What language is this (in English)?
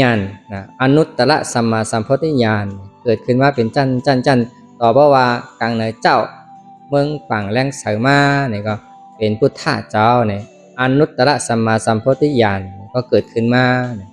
Shan